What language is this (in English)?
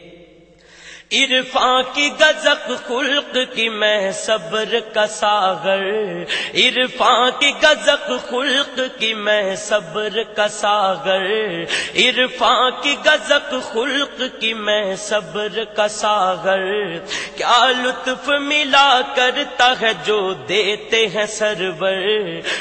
Urdu